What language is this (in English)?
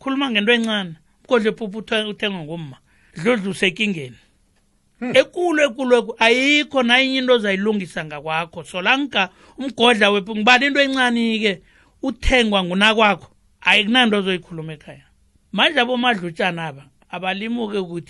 South Ndebele